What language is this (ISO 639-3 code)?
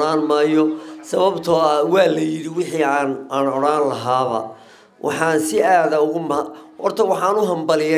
som